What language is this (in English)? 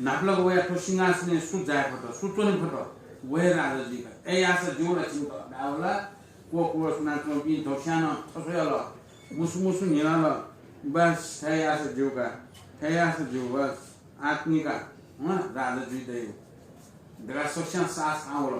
Newari